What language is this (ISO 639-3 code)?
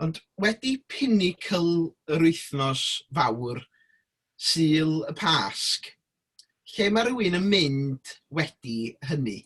cym